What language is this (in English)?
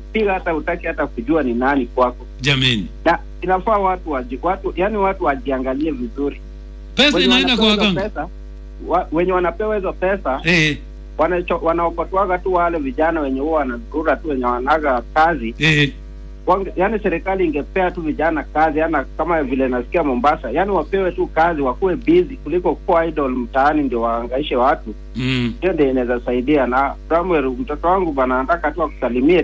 Swahili